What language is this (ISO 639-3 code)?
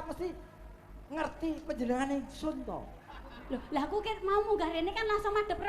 jav